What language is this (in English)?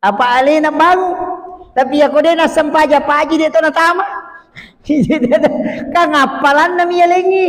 Buginese